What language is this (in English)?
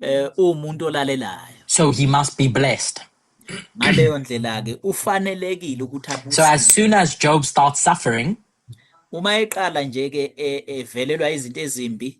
Zulu